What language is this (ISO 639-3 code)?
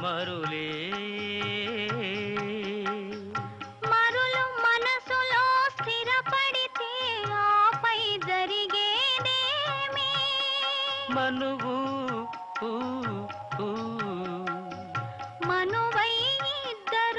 tel